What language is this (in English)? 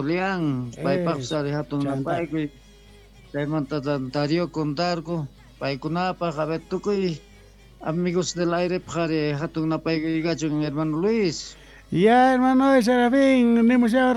South Bolivian Quechua